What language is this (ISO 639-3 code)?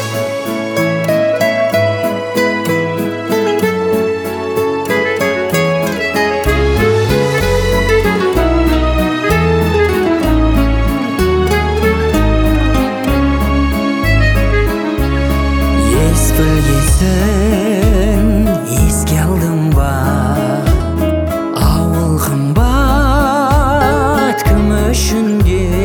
kaz